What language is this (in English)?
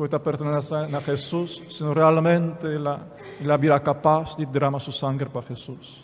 Papiamento